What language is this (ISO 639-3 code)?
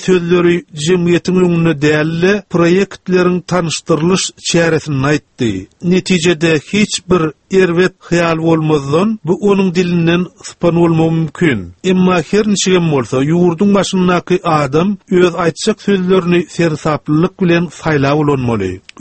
tuk